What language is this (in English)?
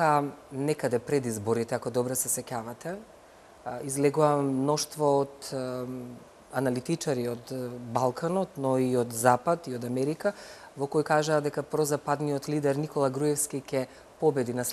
Macedonian